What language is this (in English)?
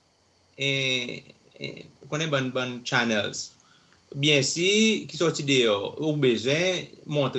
Seselwa Creole French